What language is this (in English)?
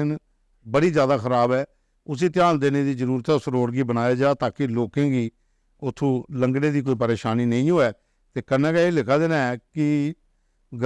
Dogri